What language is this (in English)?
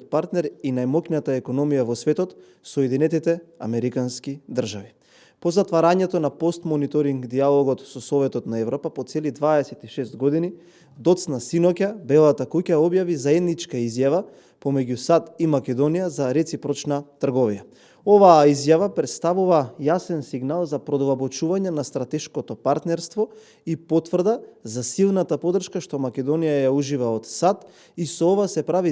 Macedonian